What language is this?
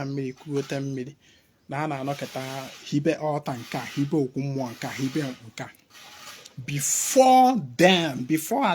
Igbo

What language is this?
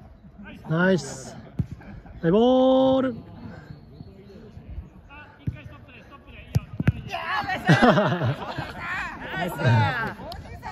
Japanese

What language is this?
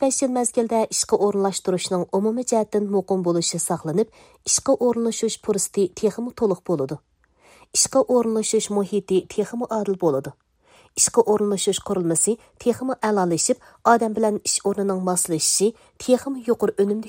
Uyghur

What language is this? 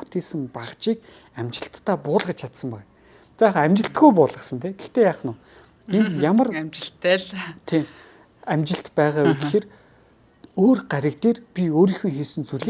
Mongolian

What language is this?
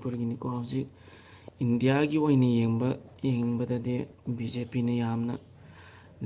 Manipuri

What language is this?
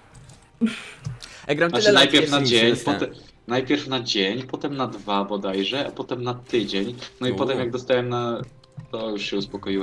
Polish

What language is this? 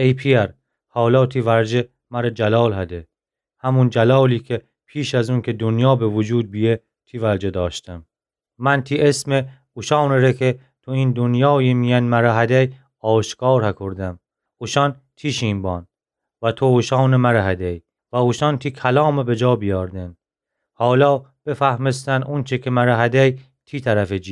Gilaki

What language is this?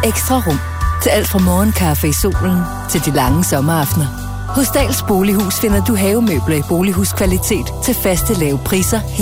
Danish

